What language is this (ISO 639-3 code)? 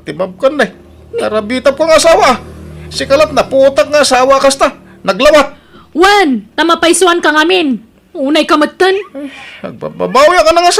ilo